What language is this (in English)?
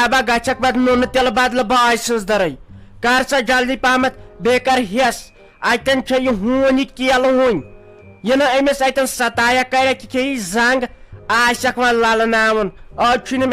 Kashmiri